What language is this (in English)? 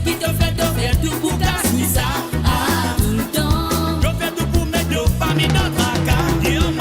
Morisyen